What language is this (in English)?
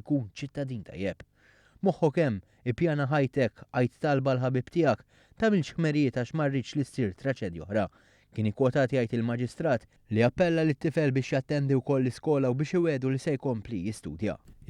Maltese